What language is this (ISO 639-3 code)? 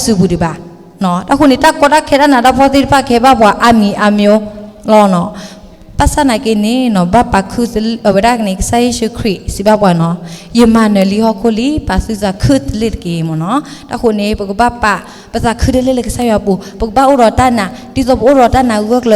ksw